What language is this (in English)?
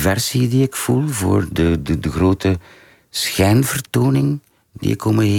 Dutch